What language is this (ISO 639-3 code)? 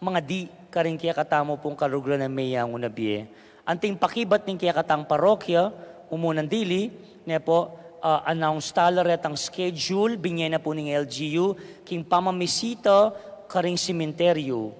pam